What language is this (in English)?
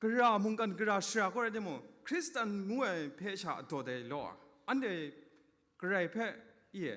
Kachin